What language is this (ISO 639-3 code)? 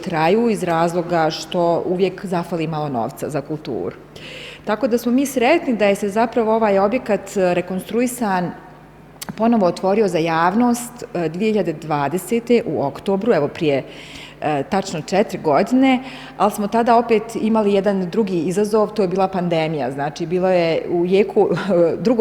bos